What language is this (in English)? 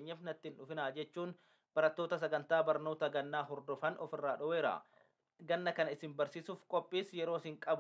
Oromo